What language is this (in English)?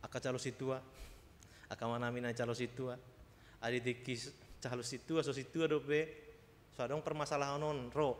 Batak Toba